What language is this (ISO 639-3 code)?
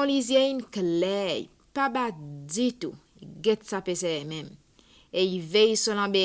crs